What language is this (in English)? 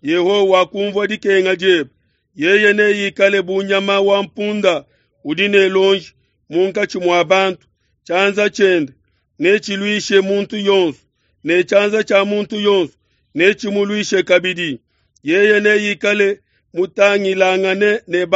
Luba-Lulua